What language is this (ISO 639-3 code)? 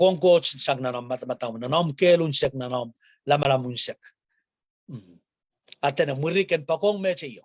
pon